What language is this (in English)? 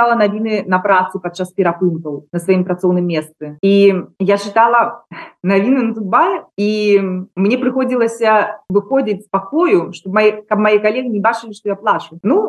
Belarusian